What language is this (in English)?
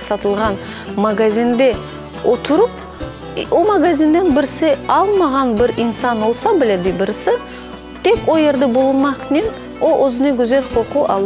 Crimean Tatar